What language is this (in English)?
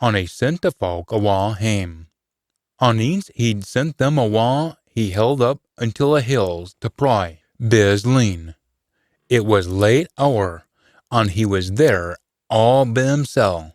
Scots